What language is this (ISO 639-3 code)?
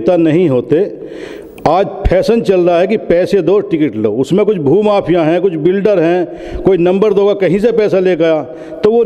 hin